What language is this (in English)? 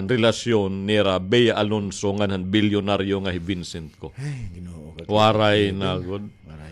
Waray